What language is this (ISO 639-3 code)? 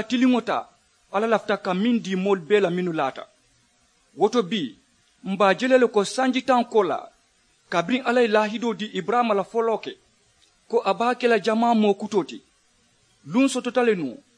man